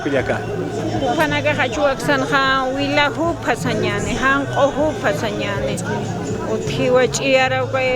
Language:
Aymara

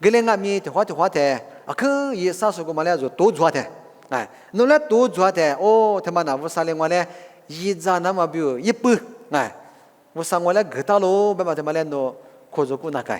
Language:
Lisu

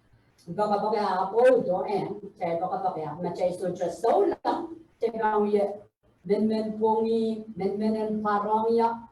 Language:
Pohnpeian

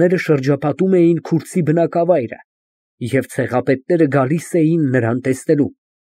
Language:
Armenian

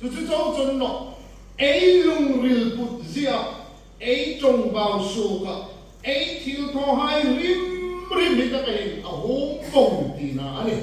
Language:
Hmar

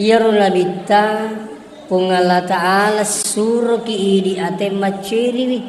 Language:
Buginese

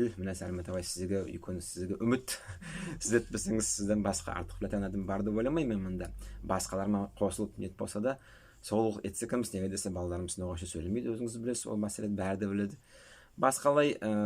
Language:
Nogai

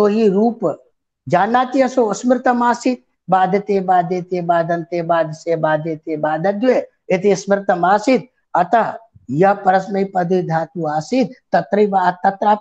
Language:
Sanskrit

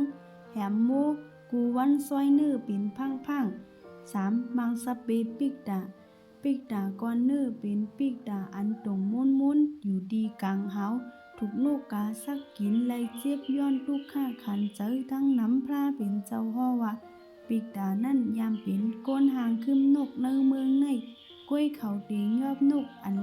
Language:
Shan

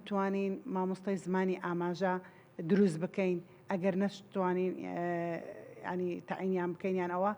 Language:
Central Kurdish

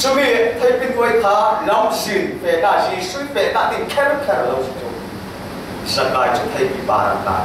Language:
Falam Chin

